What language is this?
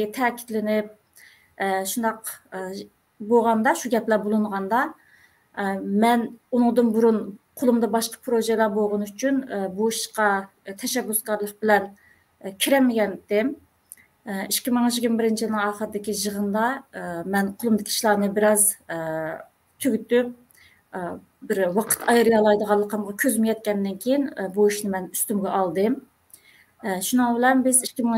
Uyghur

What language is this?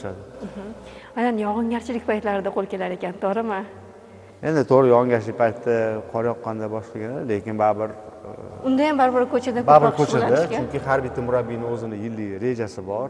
Uzbek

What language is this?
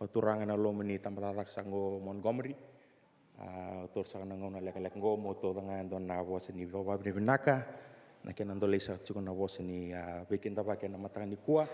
Fijian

